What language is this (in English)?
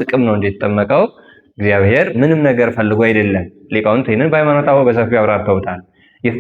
Amharic